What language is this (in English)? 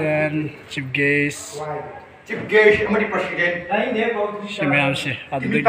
Manipuri